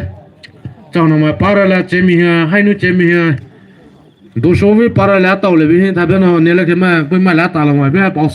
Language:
Poumei Naga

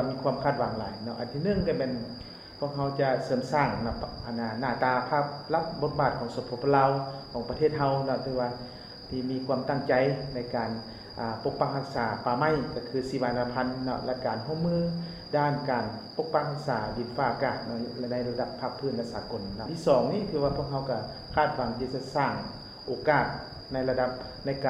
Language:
Lao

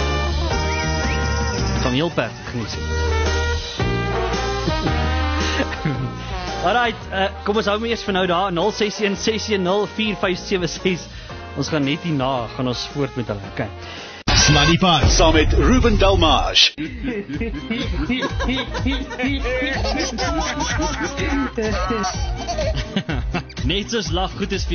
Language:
Afrikaans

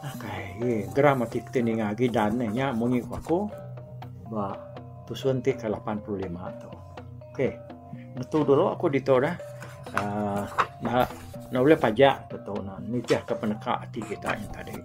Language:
Iban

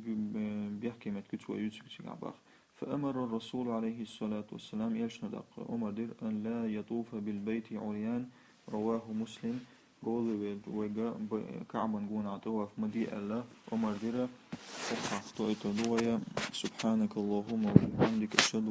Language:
Chechen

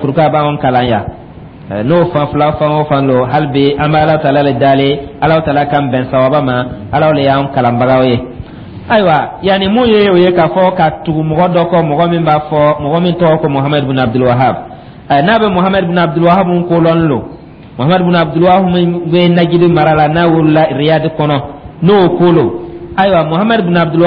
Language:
Dyula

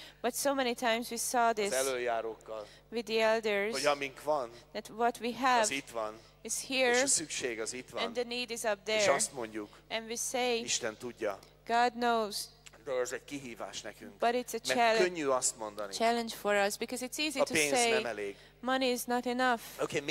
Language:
Hungarian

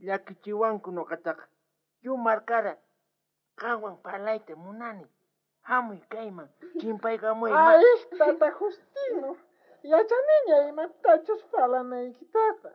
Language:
South Bolivian Quechua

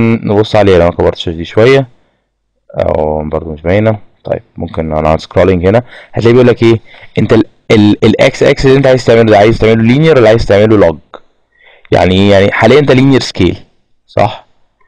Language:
Egyptian Arabic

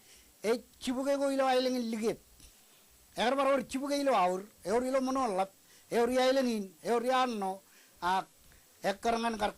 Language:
Marshallese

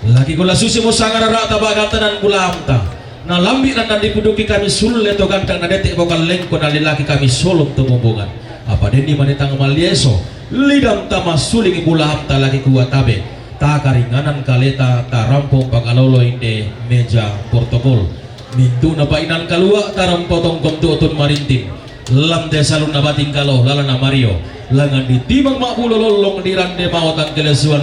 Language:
Toraja-Sa'dan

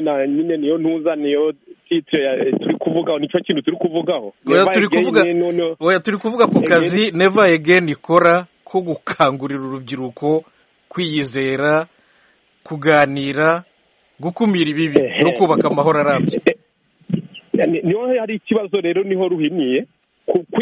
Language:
Kinyarwanda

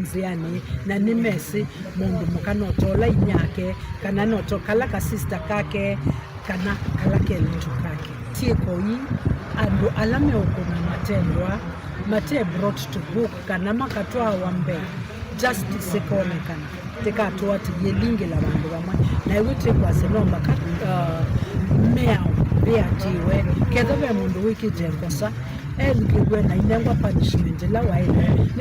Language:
Kamba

